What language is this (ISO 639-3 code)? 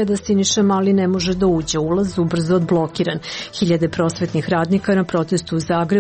srp